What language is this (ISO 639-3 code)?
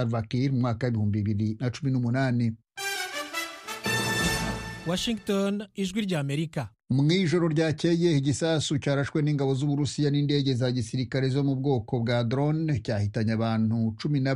kin